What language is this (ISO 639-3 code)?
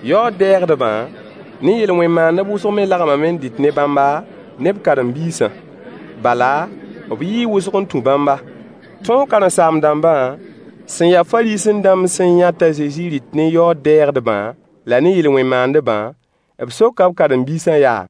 mos